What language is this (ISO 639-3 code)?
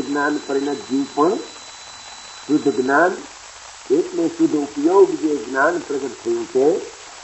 guj